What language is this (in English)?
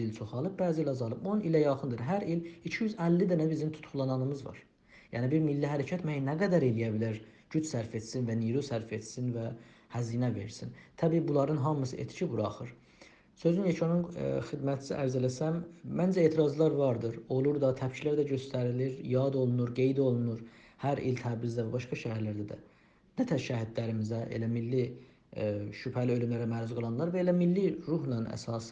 South Azerbaijani